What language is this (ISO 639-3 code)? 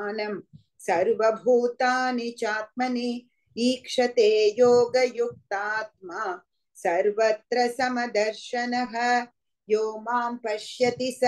san